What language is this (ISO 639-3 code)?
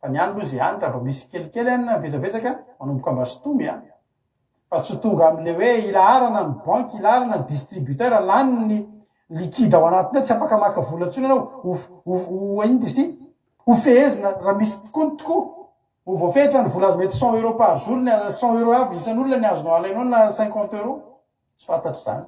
mlg